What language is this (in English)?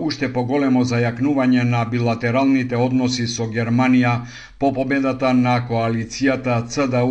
Macedonian